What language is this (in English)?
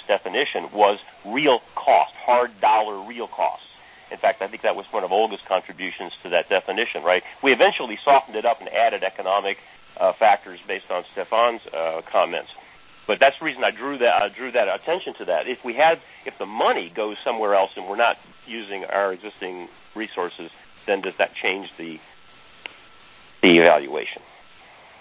English